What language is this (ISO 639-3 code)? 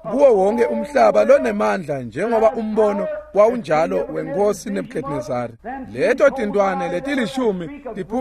ssw